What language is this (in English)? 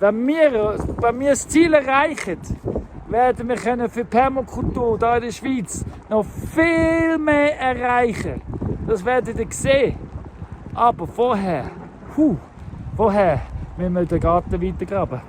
Swiss German